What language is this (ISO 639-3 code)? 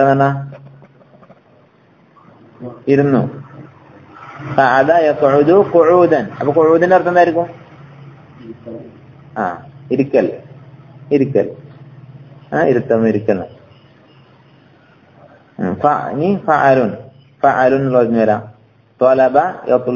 mal